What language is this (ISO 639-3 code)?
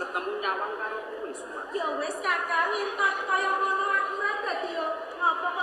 jav